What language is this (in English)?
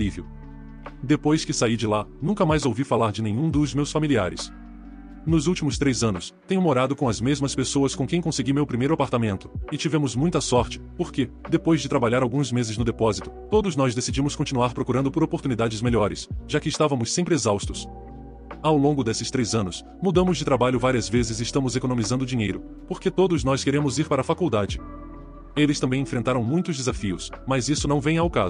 Portuguese